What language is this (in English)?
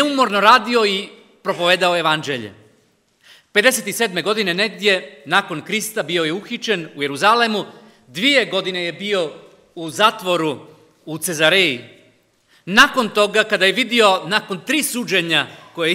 Croatian